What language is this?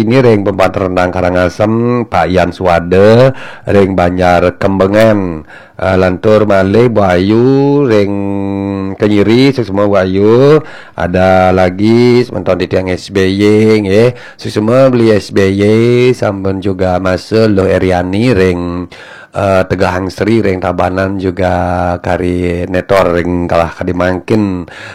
Balinese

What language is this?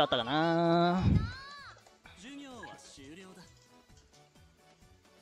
Japanese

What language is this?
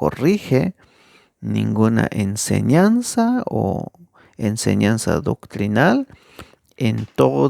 Tzeltal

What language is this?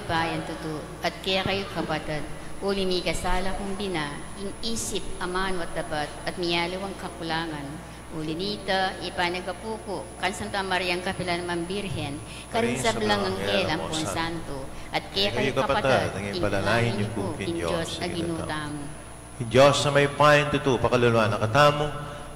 Pampanga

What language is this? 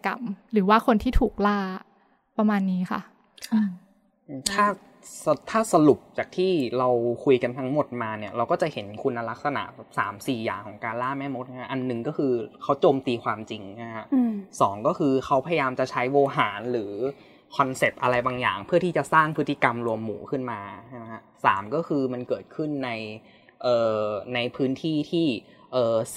Thai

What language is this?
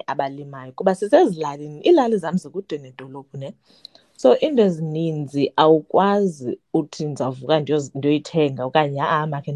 Xhosa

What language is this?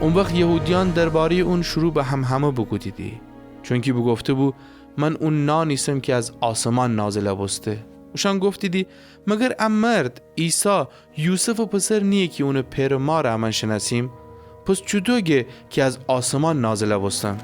Gilaki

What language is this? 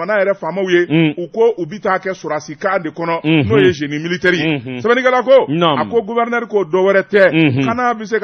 Bambara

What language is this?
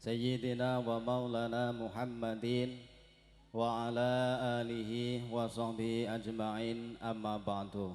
Javanese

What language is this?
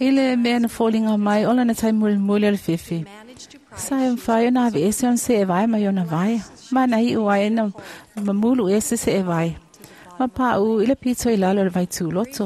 Samoan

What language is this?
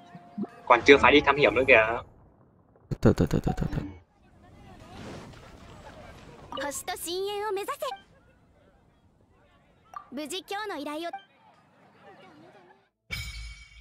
Vietnamese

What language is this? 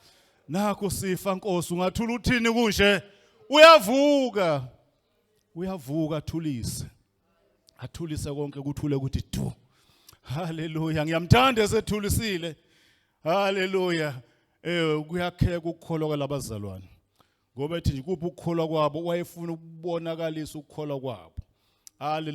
Zulu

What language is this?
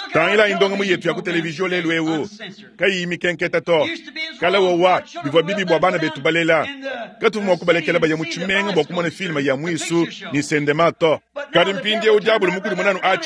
Luba-Lulua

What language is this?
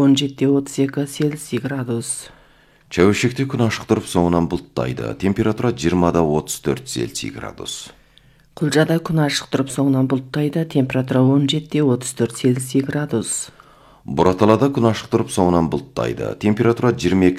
Kazakh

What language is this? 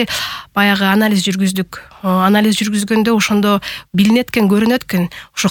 Kyrgyz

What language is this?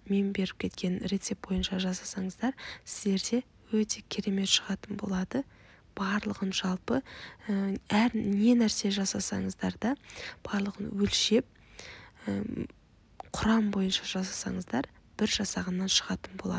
Kazakh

